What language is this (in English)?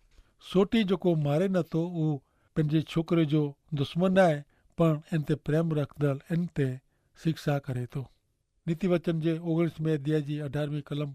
Kachhi